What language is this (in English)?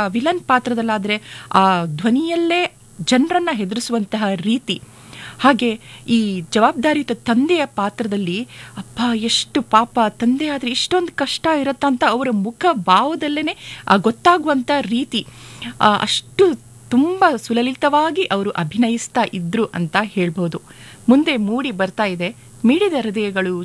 Kannada